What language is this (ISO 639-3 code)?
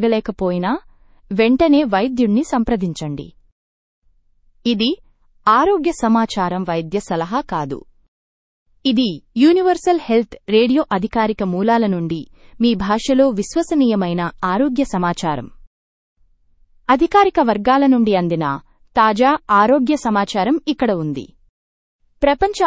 tel